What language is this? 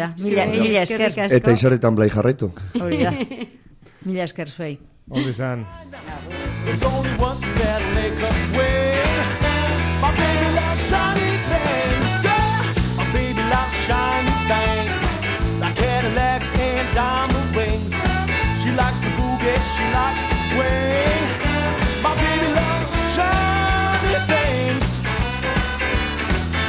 Basque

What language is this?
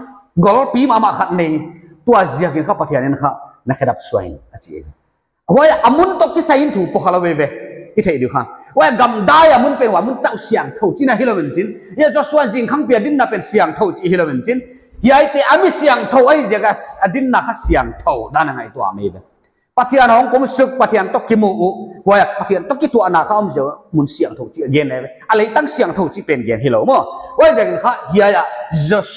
Paite Chin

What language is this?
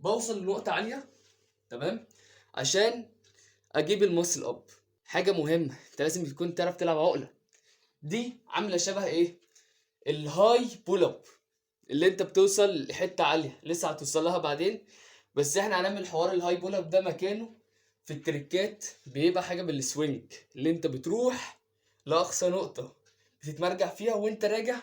Egyptian Arabic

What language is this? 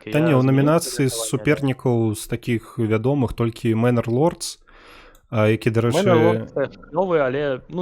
Belarusian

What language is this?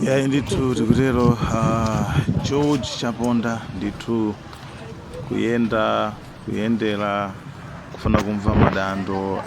Nyanja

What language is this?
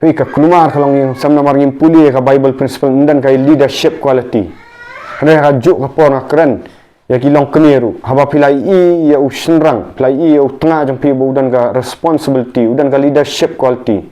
Khasi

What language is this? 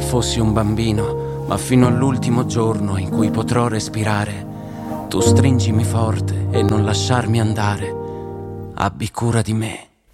Italian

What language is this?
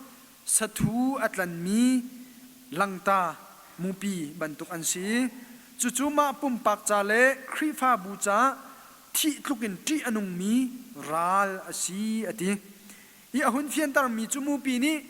Hakha Chin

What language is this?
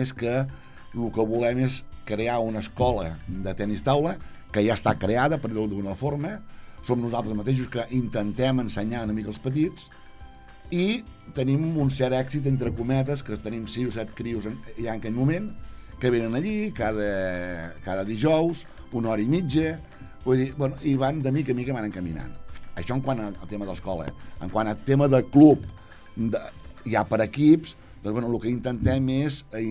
Catalan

